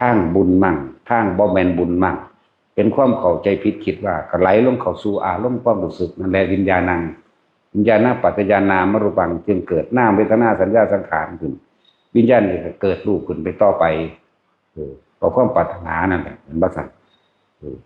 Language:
Northeastern Thai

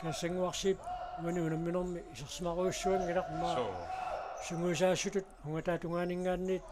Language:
Kalaallisut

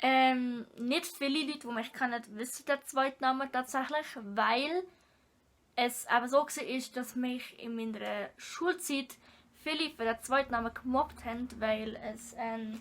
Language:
Swiss German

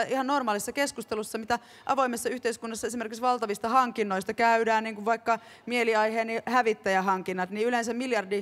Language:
Finnish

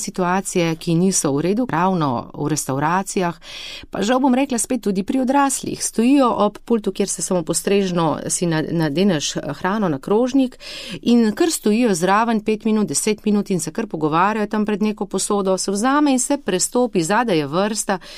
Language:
Slovenian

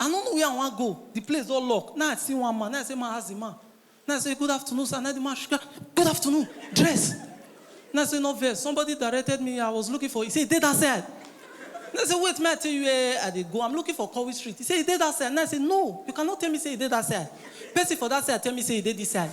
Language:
Nigerian Pidgin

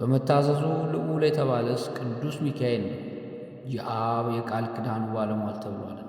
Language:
Amharic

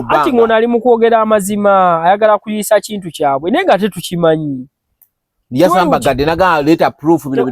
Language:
Ganda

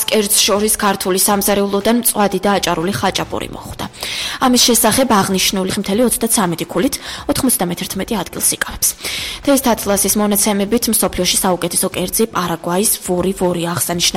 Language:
Georgian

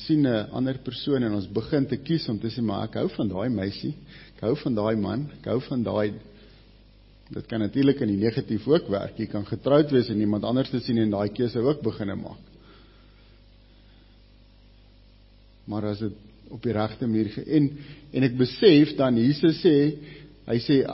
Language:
Afrikaans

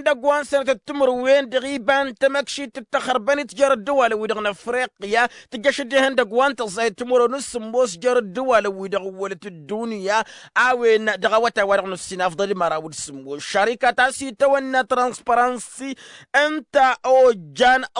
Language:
Tamasheq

